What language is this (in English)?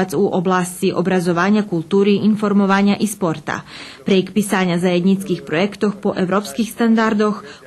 Rusyn